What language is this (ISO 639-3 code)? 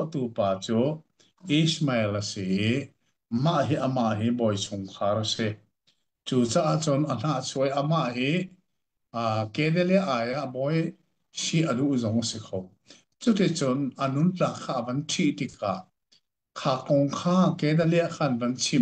cnh